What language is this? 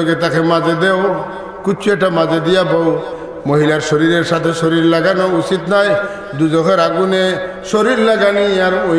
Sylheti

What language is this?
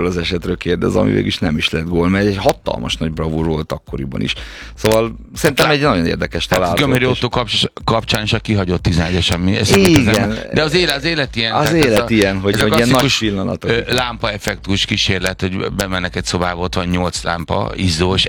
Hungarian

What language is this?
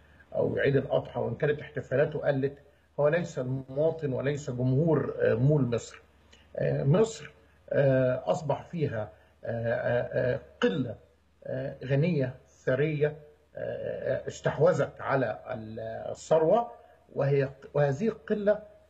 Egyptian Arabic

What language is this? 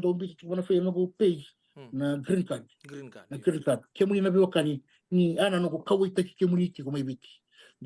Fijian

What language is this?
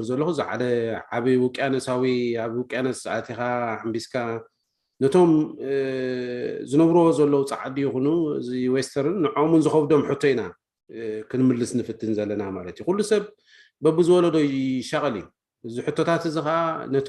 Tigrinya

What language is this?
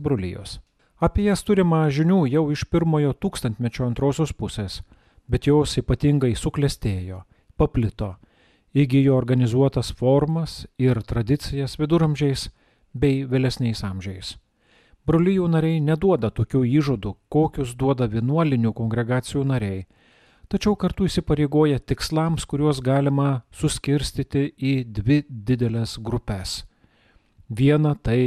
Lithuanian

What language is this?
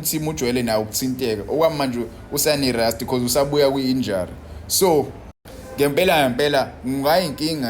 Zulu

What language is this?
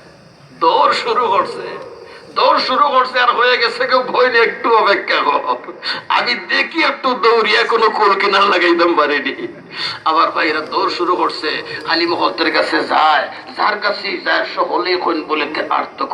Sylheti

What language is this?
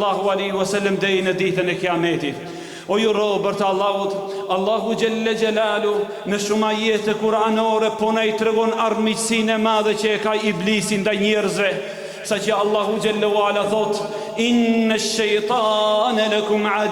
Albanian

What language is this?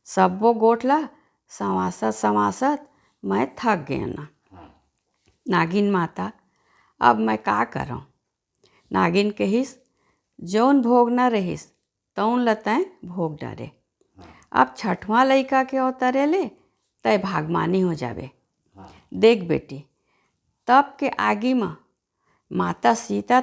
Chhattisgarhi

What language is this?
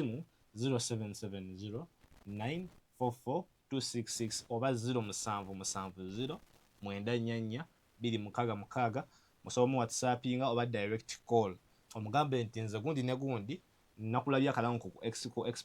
Ganda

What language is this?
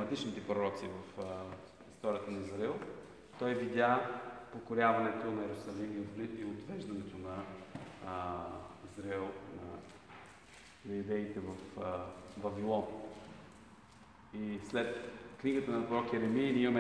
Bulgarian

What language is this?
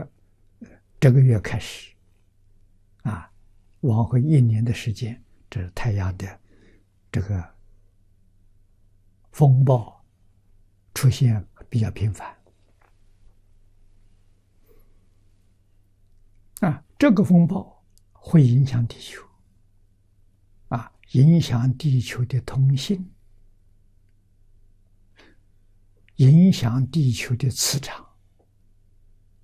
Chinese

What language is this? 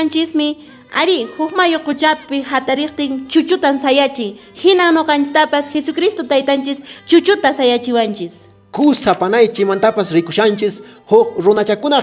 Quechua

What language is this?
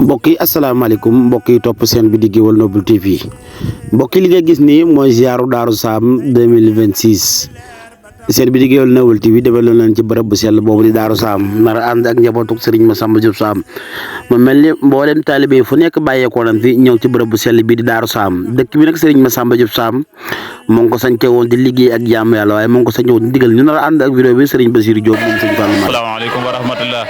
Wolof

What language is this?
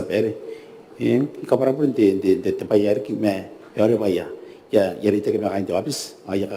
Gilbertese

